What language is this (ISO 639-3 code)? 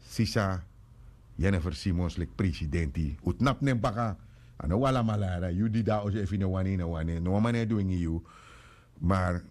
srn